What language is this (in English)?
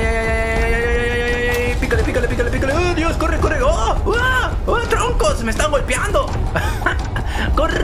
Spanish